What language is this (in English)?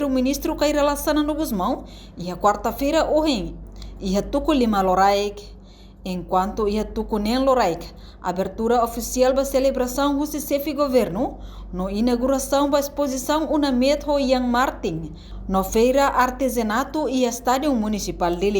Tetum